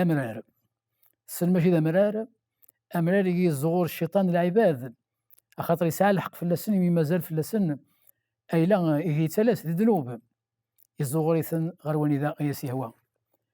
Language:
Kabyle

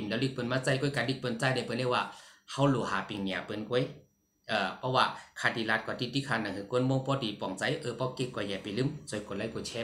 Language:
Shan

